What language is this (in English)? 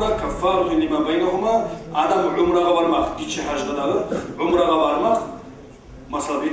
Kumyk